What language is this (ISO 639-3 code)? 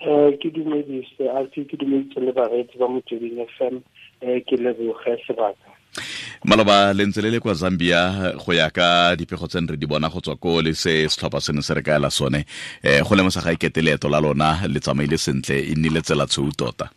tsn